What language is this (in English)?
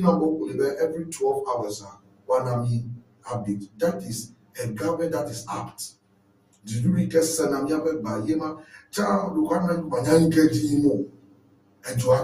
Ewe